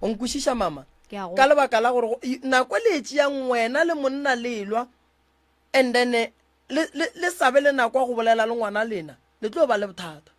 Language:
Northern Sotho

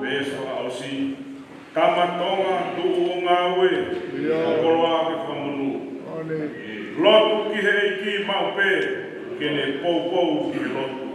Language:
Tongan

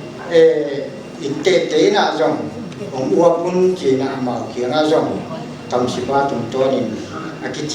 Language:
Paite Chin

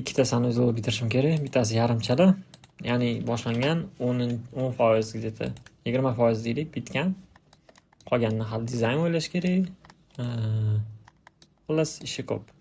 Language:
Uzbek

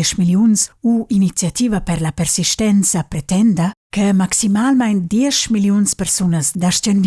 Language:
Romansh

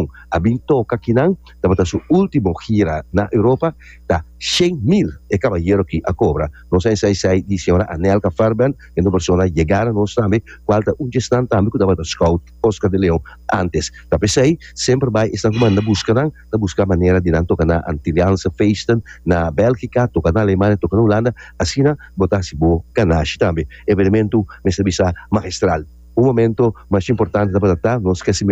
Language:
Papiamento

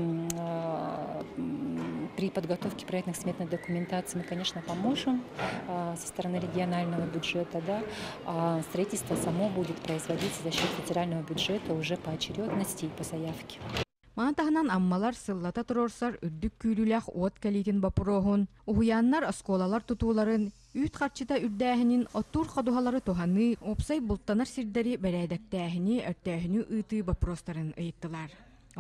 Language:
Yakut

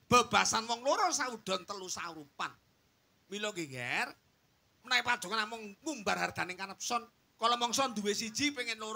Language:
Javanese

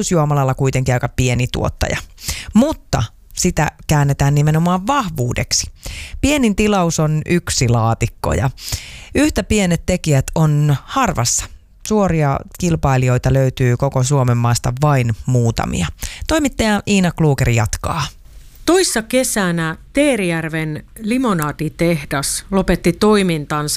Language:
Finnish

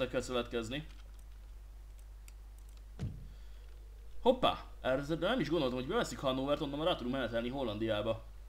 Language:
Hungarian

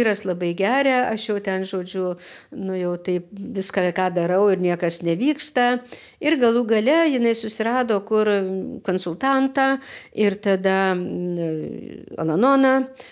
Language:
Lithuanian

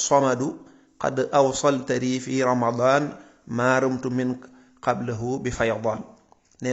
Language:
Wolof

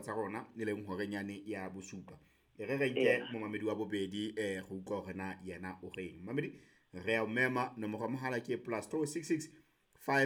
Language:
Southern Sotho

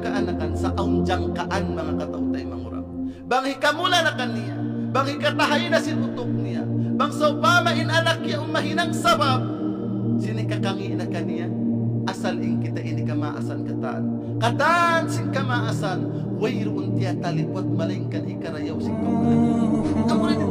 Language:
Tausug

